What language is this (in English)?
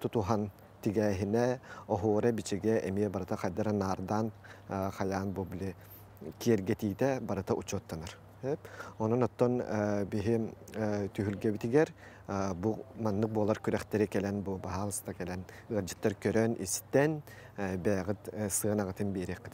Yakut